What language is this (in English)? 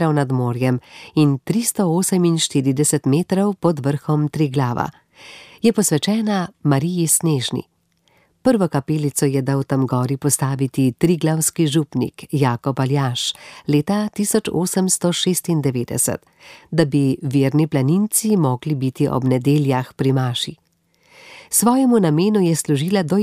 Slovenian